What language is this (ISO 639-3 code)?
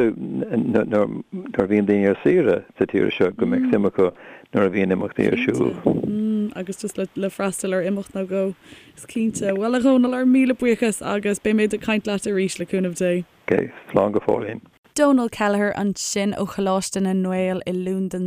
gle